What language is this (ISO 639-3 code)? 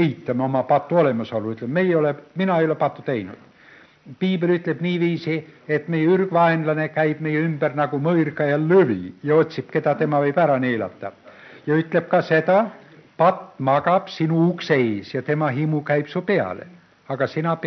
est